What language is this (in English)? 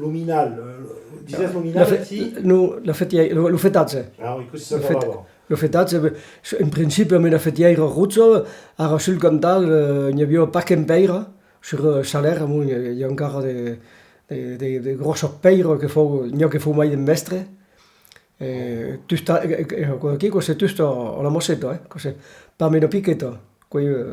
Occitan